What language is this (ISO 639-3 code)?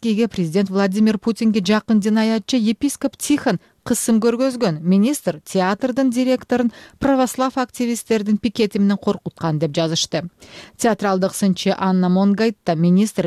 kir